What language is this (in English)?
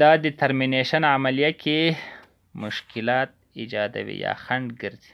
Pashto